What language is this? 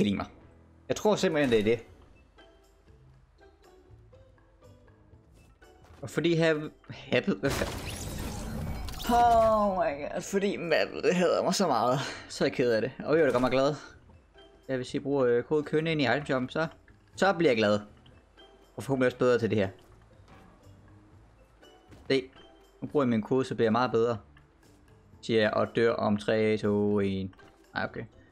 Danish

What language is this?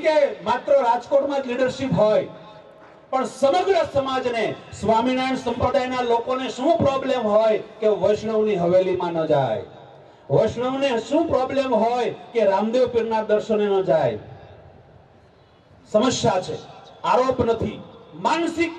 Gujarati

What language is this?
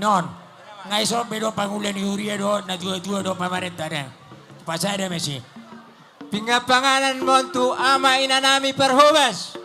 Batak Toba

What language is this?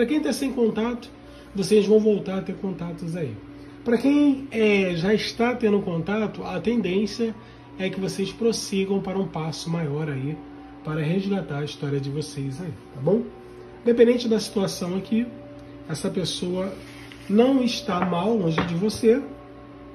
Portuguese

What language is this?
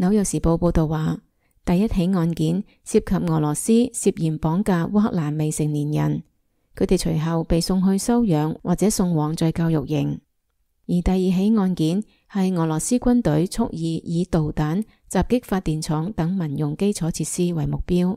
Cantonese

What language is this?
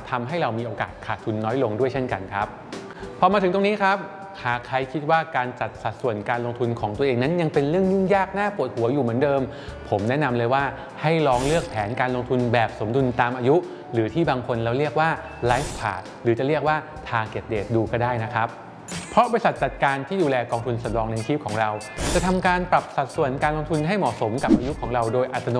Thai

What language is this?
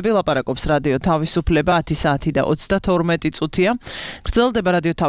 Georgian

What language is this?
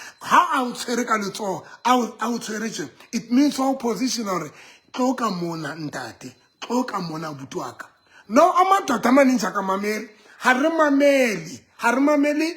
Southern Sotho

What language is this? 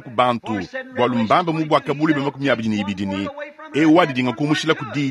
Luba-Lulua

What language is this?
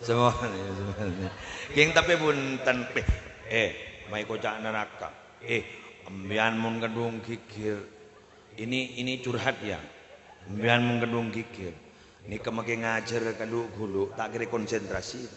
Madurese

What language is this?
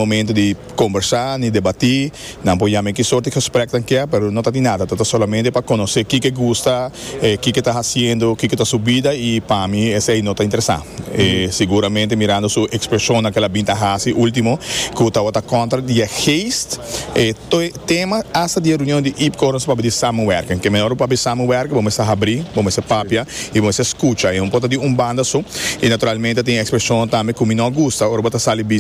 Papiamento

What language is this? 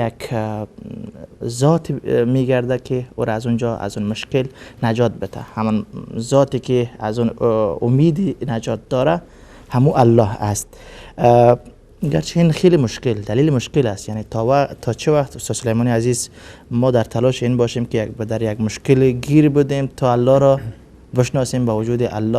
Persian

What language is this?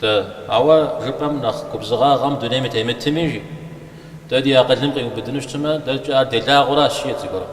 Kabardian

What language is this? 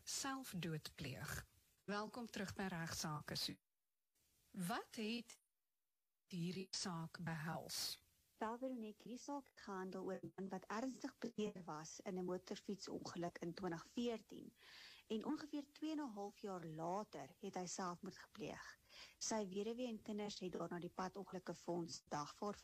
Afrikaans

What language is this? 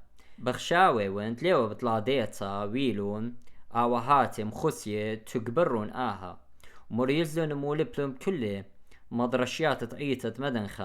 Assyrian Neo-Aramaic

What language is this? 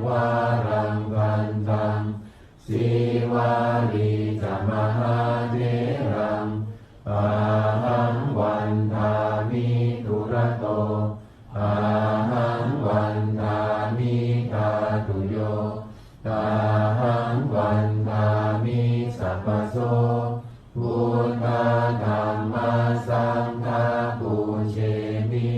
Pali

